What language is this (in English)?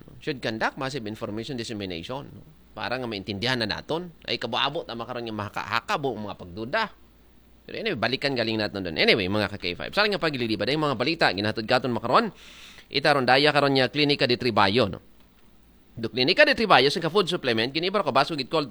Aklanon